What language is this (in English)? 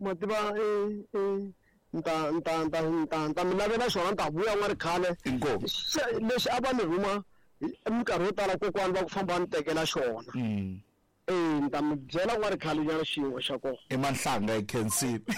Tsonga